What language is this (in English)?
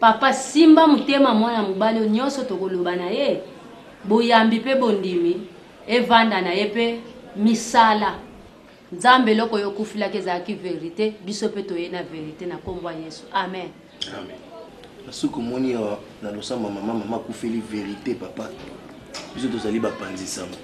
Lingala